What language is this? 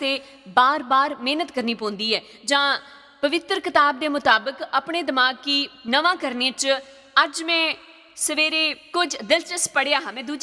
Dogri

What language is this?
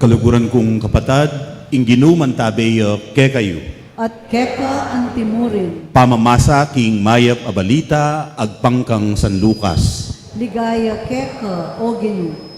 Pampanga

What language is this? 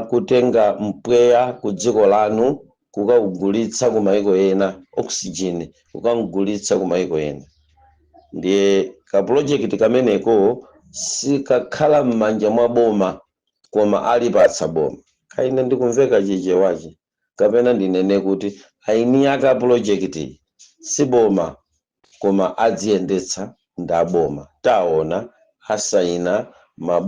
Nyanja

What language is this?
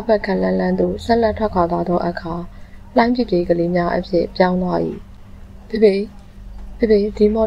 Burmese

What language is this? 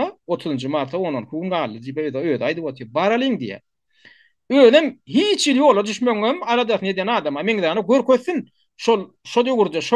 Turkmen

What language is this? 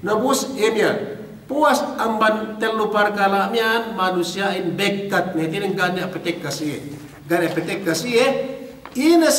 Yakan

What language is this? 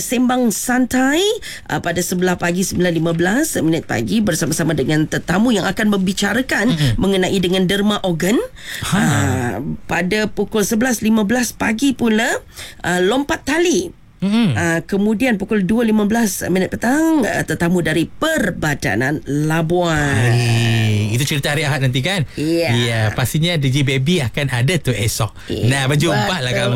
Malay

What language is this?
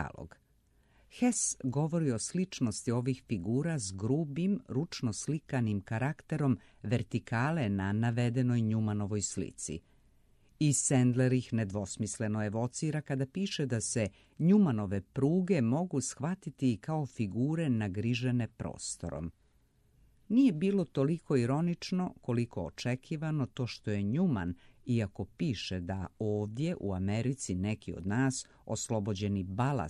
Serbian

